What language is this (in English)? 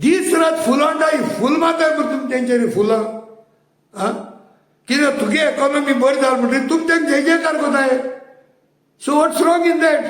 Konkani